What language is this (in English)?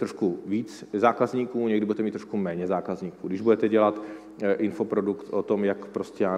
Czech